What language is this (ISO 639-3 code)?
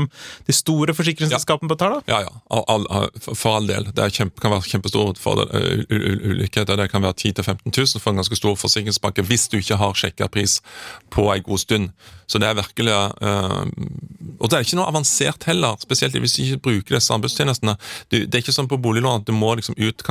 nor